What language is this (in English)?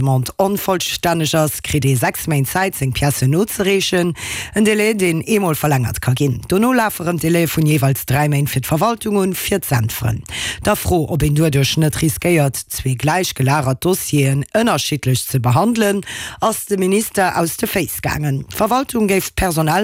Luxembourgish